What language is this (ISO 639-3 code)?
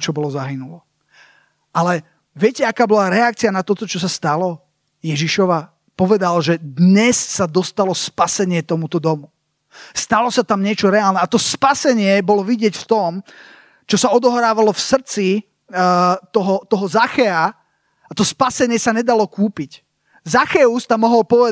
slk